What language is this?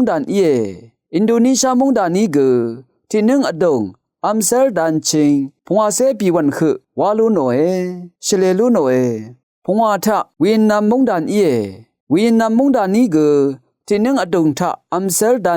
Rawang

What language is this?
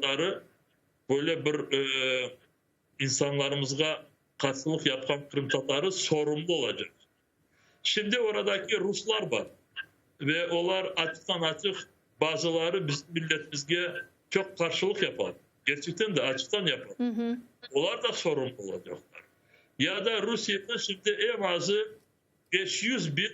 Crimean Tatar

